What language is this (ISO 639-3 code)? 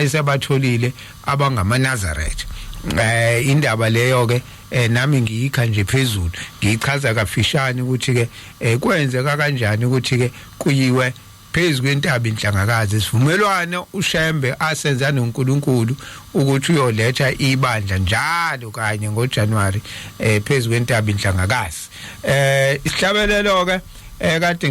zul